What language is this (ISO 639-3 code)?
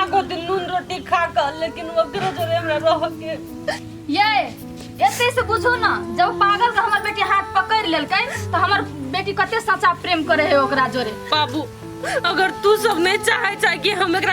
mai